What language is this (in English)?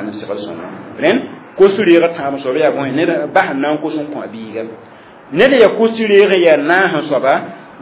Mossi